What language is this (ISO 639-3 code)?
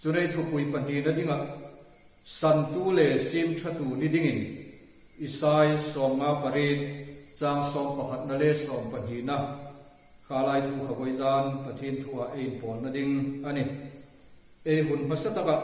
hmr